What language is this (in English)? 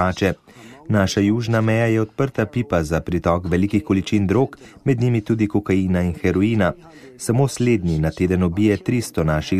Slovenian